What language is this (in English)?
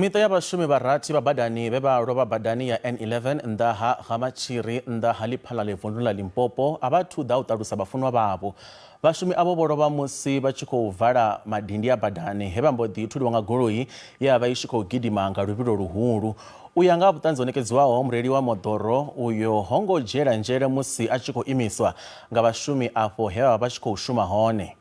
Venda